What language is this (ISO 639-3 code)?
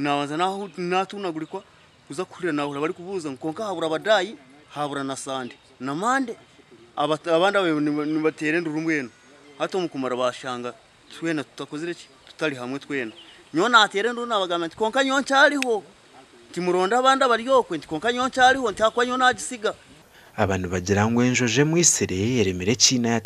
nyn